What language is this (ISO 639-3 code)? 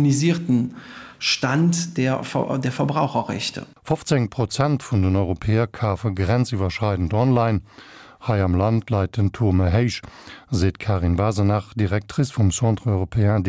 ltz